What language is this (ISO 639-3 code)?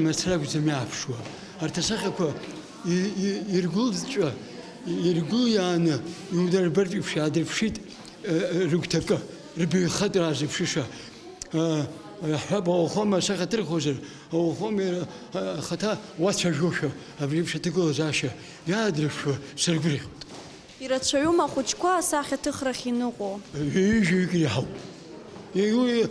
abk